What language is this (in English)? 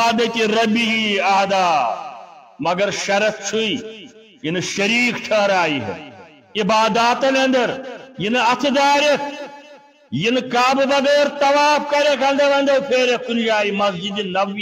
Kashmiri